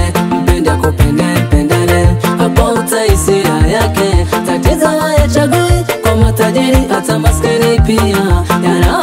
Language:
Swahili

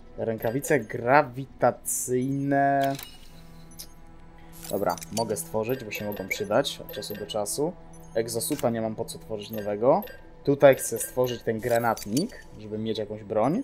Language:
Polish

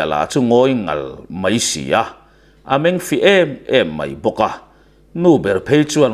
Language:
Mizo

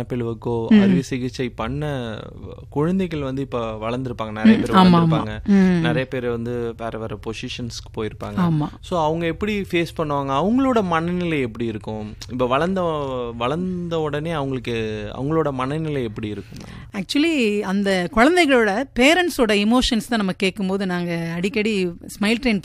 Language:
Tamil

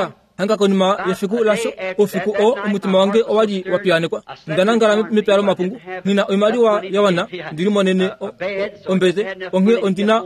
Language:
Kuanyama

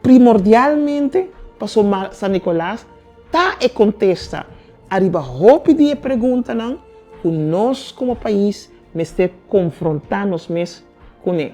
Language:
Papiamento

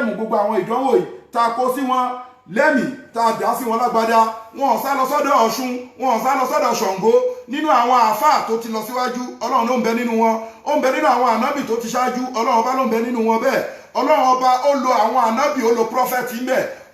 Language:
Yoruba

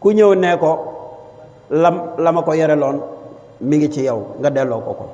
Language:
Wolof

